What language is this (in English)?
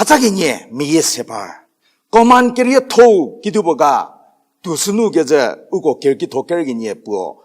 Angami Naga